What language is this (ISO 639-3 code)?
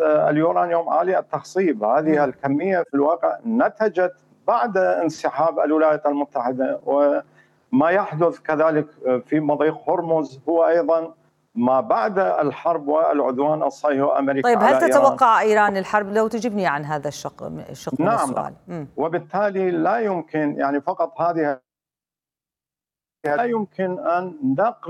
ara